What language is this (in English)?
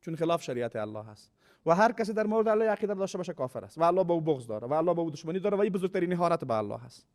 Persian